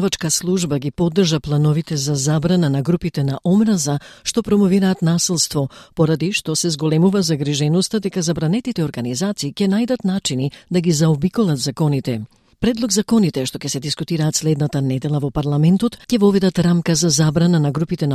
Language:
Macedonian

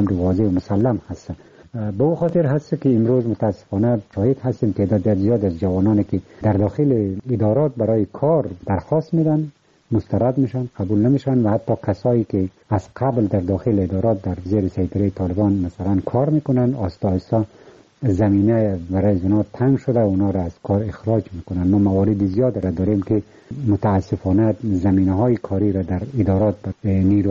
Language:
Persian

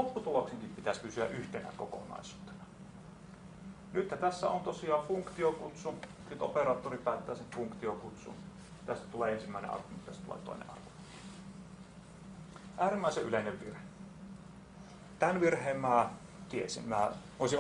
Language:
Finnish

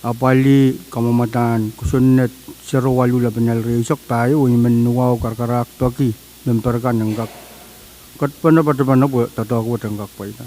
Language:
Pohnpeian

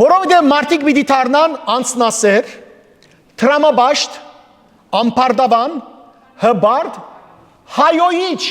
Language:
Western Armenian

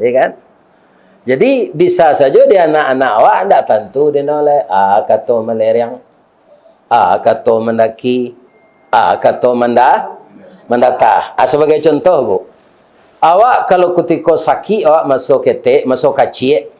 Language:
Minangkabau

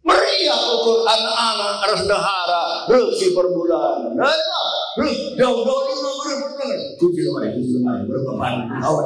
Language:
Batak Karo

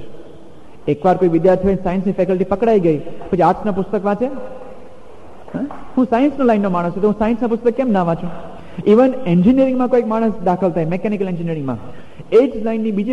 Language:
Gujarati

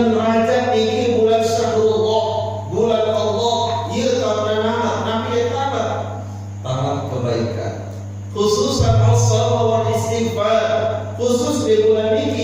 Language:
Sasak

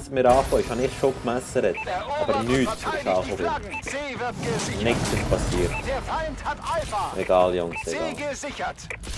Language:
Swiss German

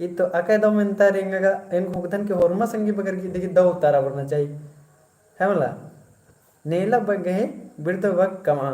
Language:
Kurukh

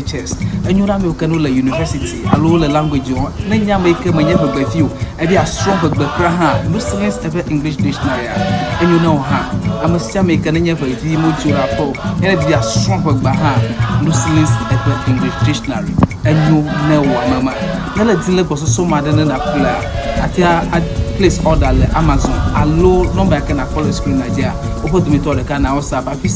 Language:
Ewe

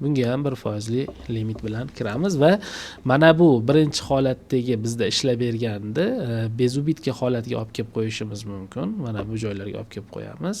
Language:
Uzbek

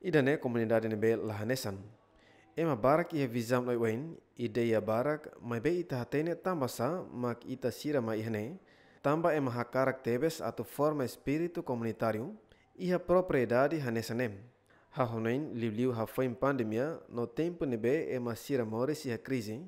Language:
Tetum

